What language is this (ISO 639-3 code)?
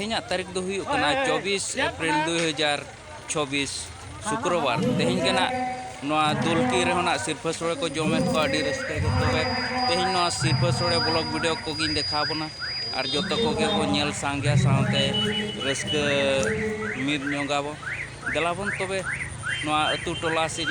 sat